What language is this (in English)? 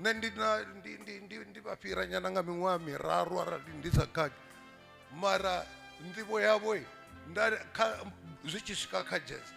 Venda